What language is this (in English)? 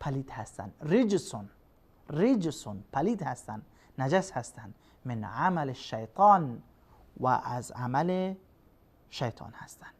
Persian